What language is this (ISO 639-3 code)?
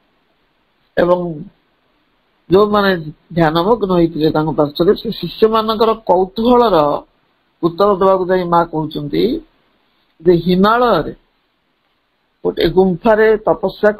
ori